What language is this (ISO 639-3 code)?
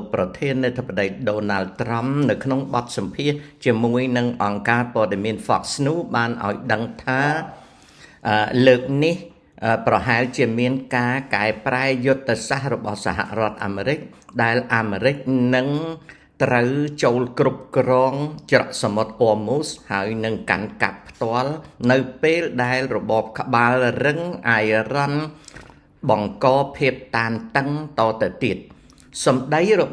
khm